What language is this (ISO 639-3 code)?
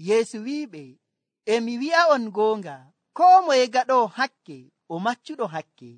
fuv